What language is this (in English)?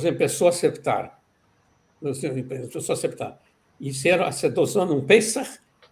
Ladino